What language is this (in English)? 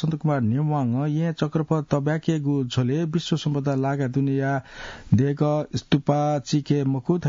Newari